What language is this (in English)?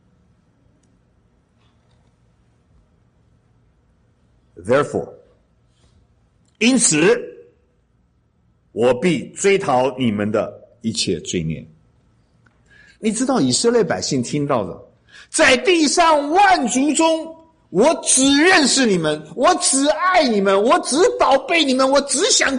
Chinese